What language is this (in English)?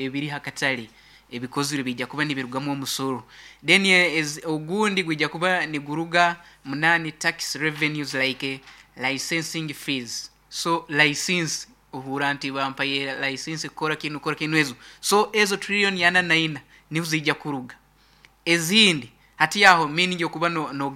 Nyoro